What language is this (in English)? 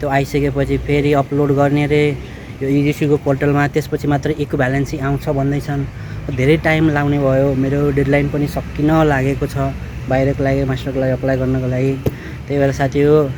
Nepali